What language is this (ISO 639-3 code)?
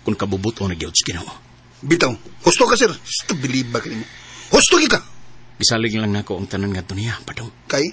ceb